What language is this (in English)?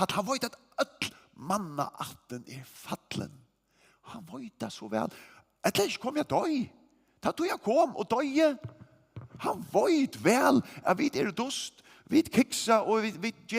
Faroese